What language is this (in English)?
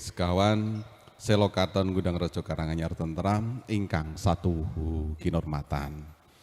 Javanese